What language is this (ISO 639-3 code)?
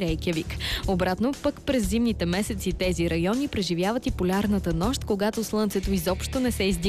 bul